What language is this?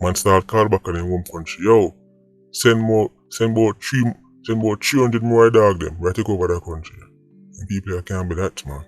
Jamaican Creole English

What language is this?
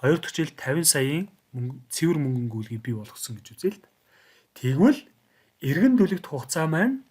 Mongolian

